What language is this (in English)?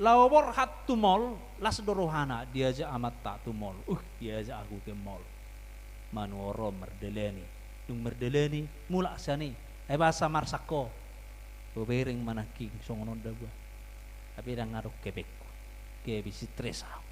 Batak Toba